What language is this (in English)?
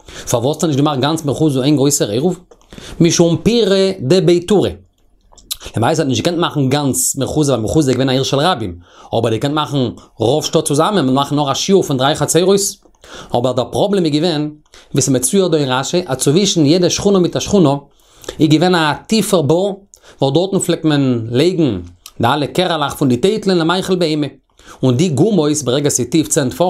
Yiddish